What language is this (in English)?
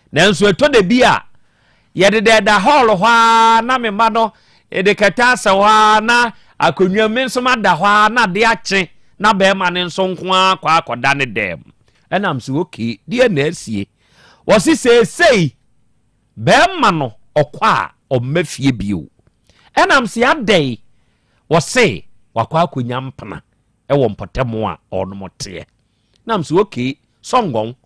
Akan